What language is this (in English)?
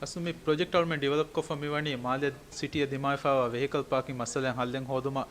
Divehi